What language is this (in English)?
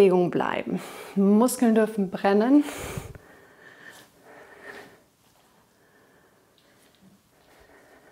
German